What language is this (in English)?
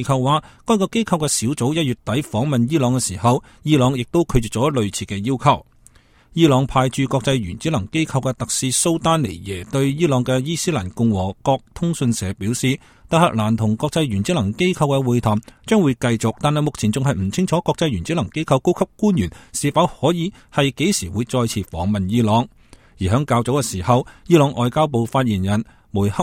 Cantonese